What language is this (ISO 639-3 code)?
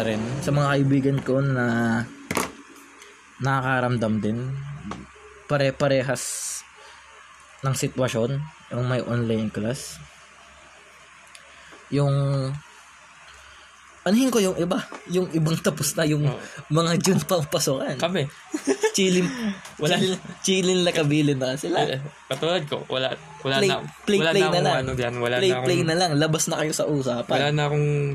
fil